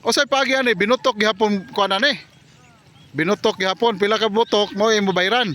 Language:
Cebuano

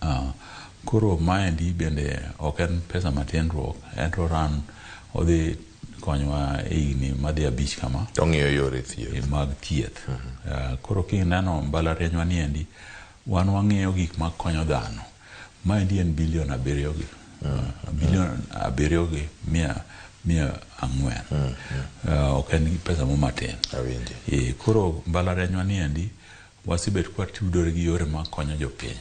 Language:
Luo (Kenya and Tanzania)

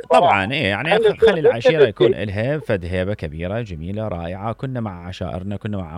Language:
Mesopotamian Arabic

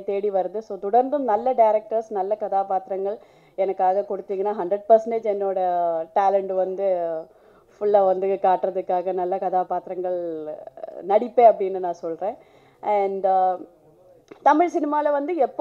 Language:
Tamil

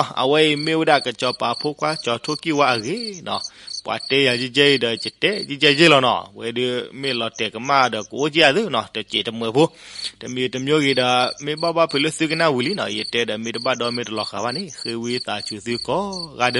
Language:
S'gaw Karen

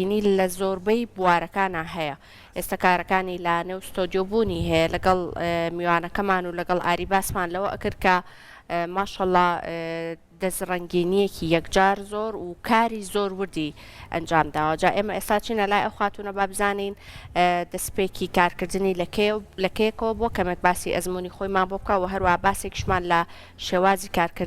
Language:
Central Kurdish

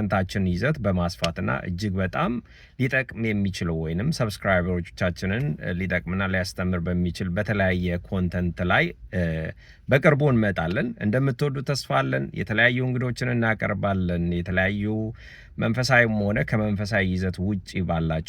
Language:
Amharic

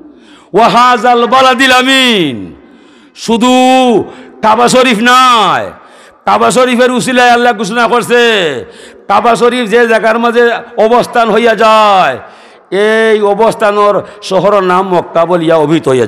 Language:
Sylheti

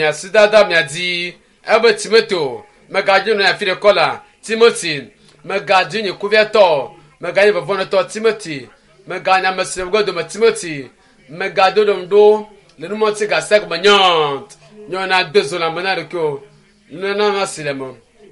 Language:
Ewe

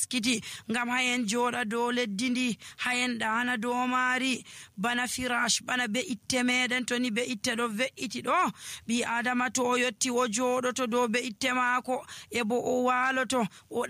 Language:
Nigerian Fulfulde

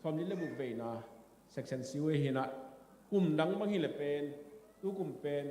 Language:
Tedim Chin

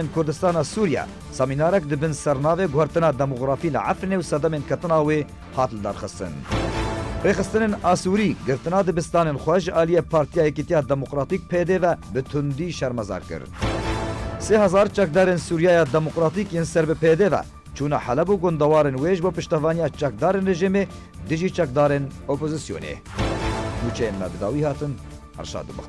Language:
Kurdish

